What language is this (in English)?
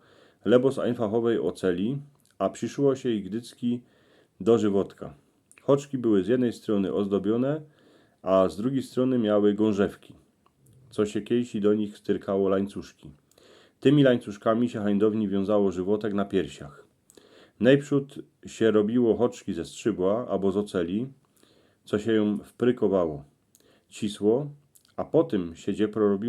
Silesian